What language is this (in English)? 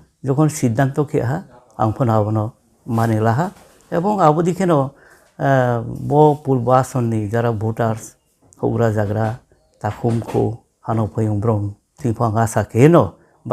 Riang (India)